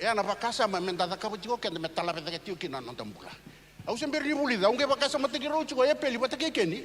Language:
Fijian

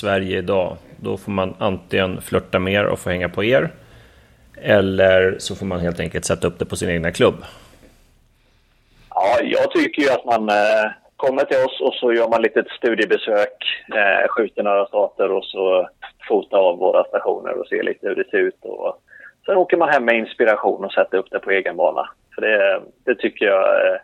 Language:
Swedish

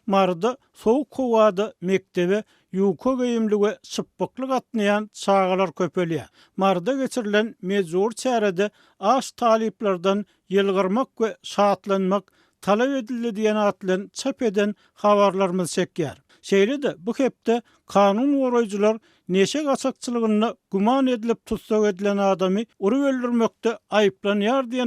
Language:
Turkmen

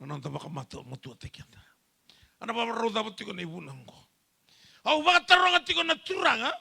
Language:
Fijian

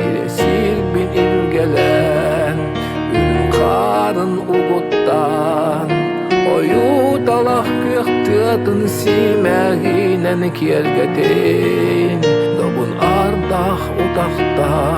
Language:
Yakut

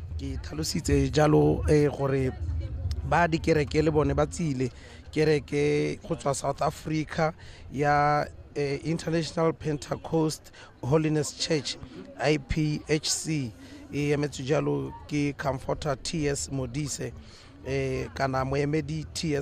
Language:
Tswana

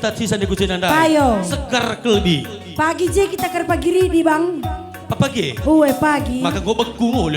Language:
Batak Karo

